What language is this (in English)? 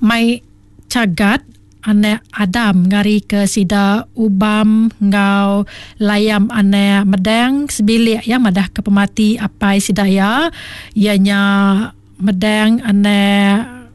Iban